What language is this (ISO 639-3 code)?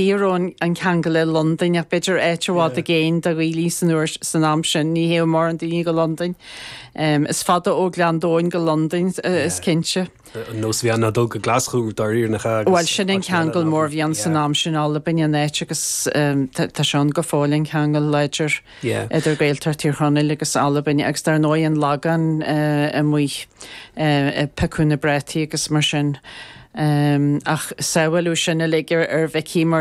gle